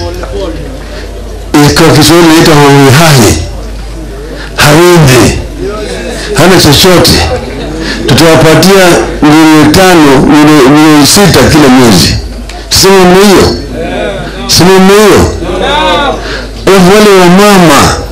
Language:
Swahili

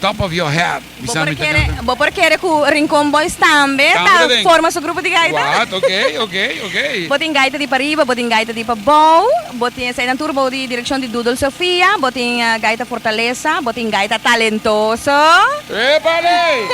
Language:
Papiamento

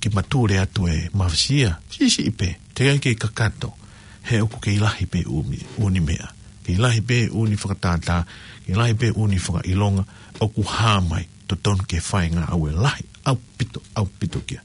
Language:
Tongan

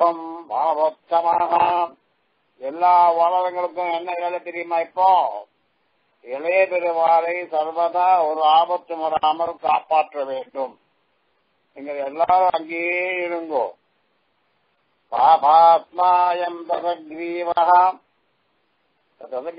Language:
Tamil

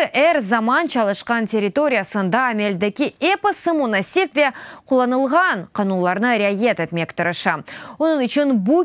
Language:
Crimean Tatar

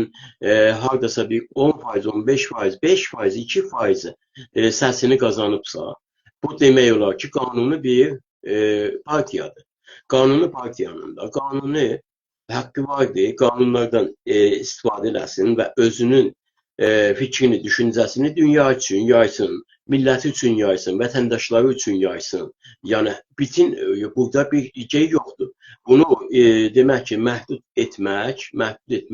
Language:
South Azerbaijani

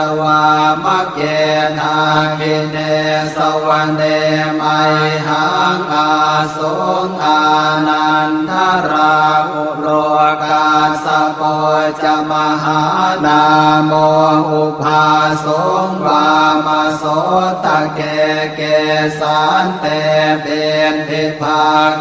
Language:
Pali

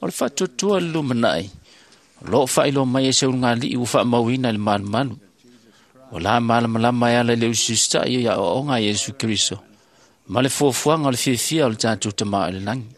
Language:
Samoan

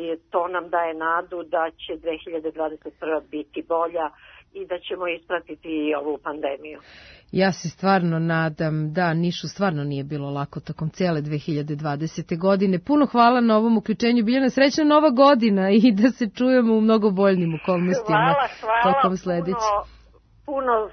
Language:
Serbian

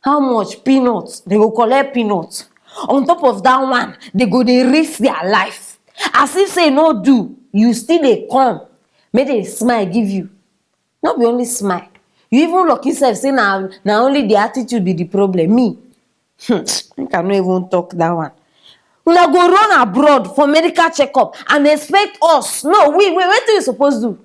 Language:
Nigerian Pidgin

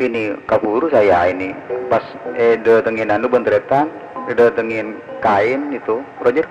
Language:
Madurese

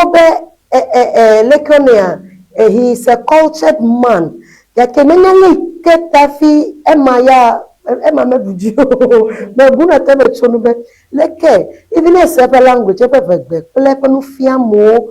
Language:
Ewe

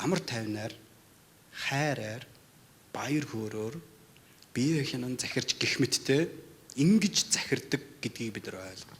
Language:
Mongolian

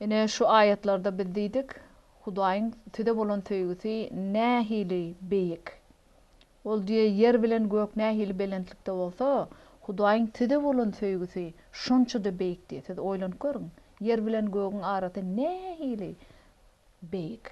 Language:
Turkmen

